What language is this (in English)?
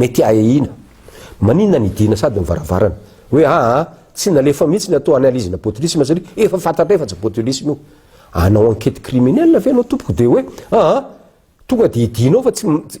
Malagasy